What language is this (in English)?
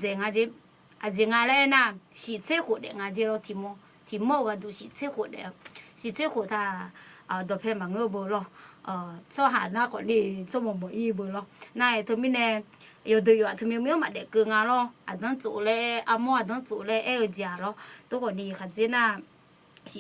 Akha